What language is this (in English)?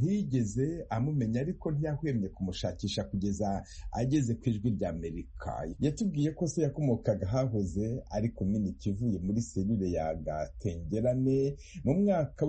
Kinyarwanda